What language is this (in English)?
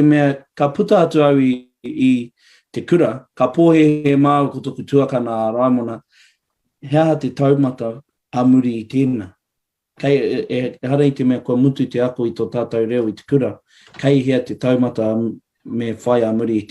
Māori